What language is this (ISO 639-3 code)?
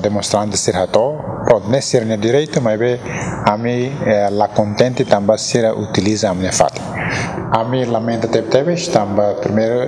tet